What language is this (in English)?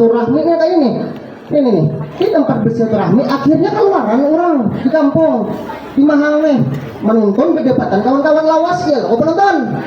Banjar